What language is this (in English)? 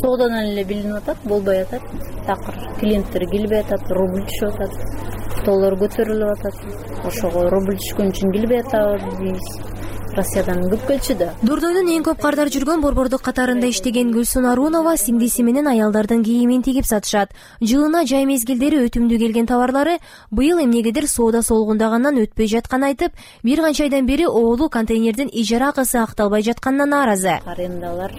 Kyrgyz